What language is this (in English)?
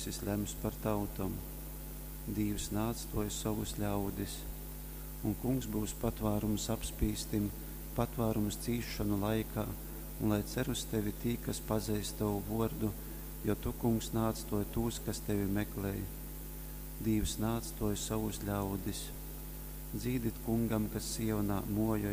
Latgalian